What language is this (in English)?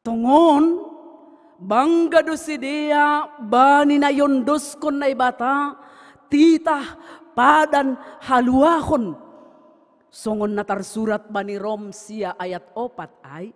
Batak Simalungun